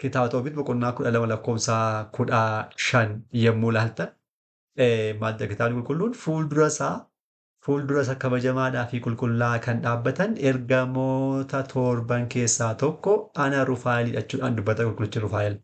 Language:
Oromo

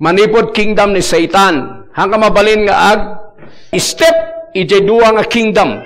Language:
Iloko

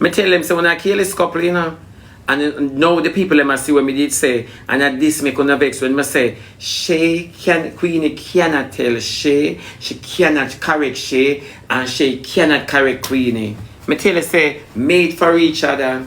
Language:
Jamaican Creole English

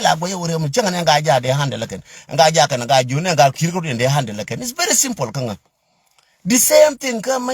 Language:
Nuer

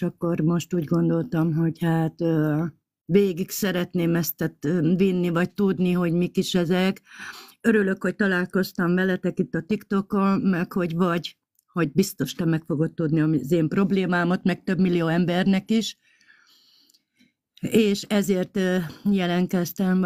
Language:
Hungarian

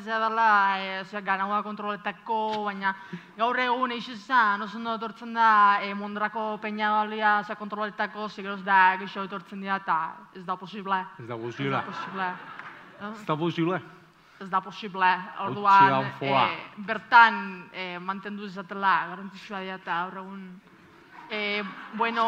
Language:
Basque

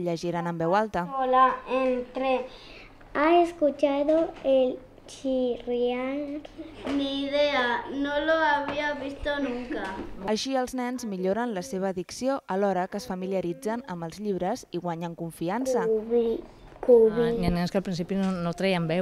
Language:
Catalan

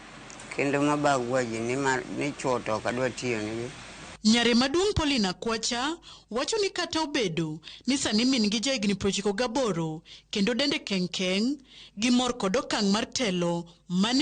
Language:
Luo (Kenya and Tanzania)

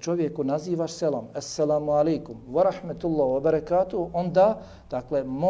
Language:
Bosnian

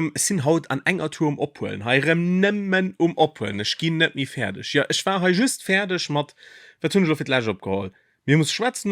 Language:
Luxembourgish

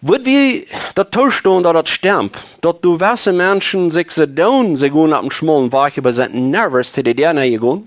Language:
Plautdietsch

